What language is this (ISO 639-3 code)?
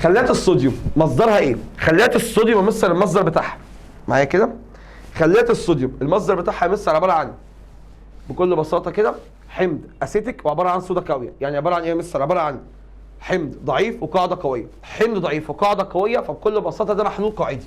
arz